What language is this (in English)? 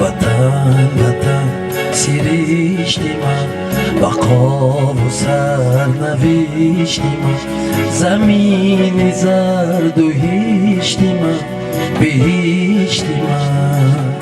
Tajik